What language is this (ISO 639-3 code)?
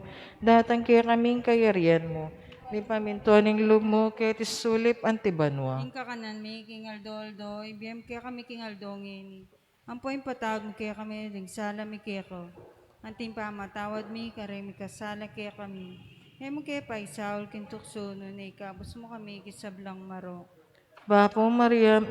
pam